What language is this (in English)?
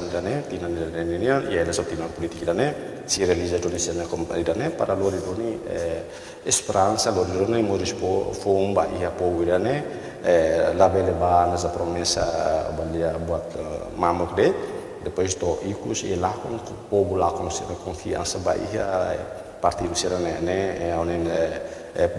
Tetum